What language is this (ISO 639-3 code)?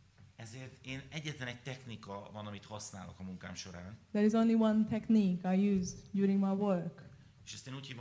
hun